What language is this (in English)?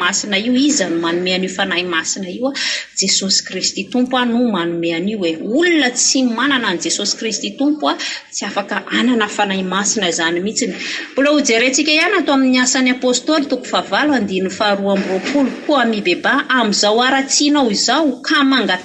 Malagasy